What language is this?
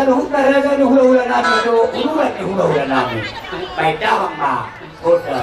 Batak Toba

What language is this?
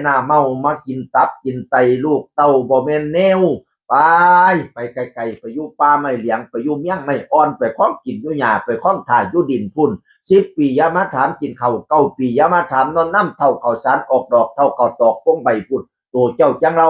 Northeastern Thai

